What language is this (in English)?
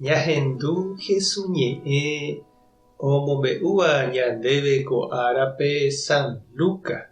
Guarani